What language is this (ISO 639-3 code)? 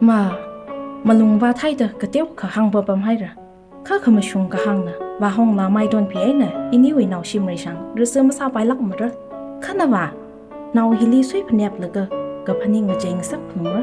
nmf